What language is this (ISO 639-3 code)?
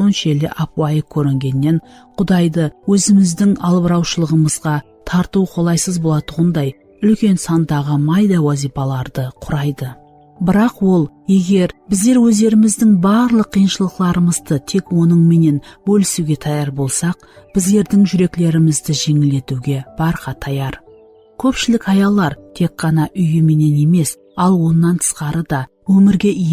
kaa